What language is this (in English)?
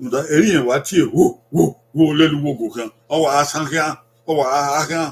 Bini